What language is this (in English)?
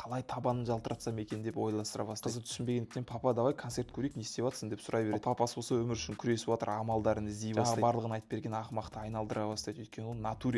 Kazakh